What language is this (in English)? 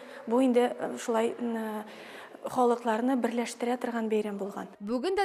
Tatar